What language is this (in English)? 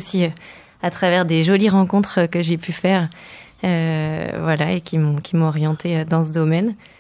French